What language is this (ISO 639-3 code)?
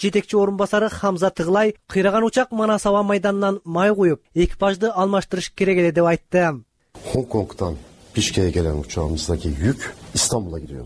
kir